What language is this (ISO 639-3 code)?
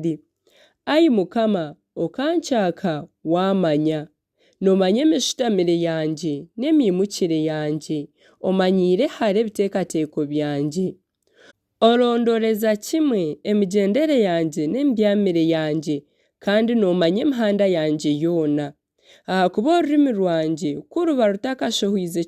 nyn